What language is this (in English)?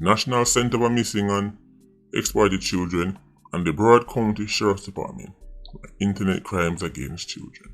Jamaican Creole English